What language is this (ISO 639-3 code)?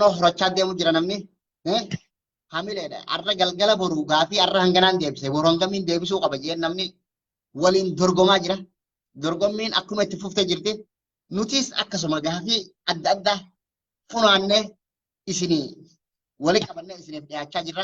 orm